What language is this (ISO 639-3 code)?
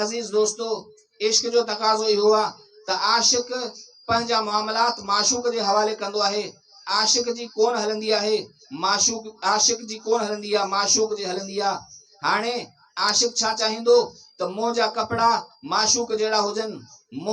snd